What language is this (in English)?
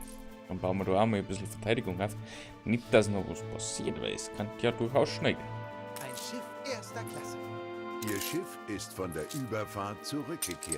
Bavarian